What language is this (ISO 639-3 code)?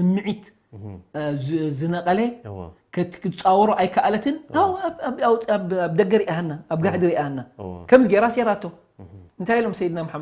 tir